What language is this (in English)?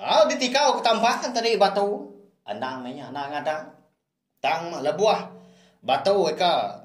Iban